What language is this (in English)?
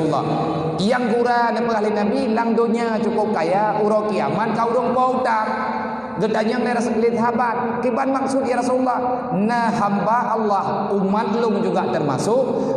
Achinese